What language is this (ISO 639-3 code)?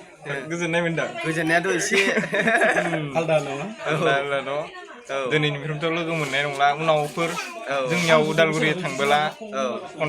brx